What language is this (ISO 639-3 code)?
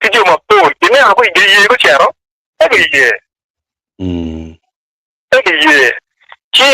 ach